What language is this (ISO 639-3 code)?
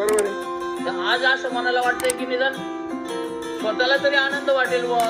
mar